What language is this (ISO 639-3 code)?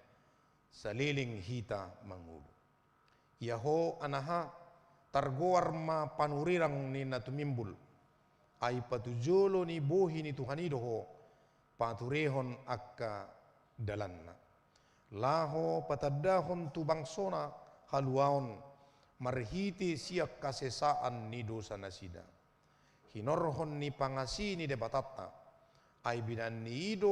bbc